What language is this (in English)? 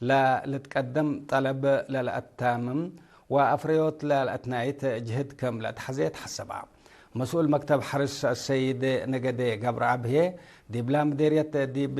Tigre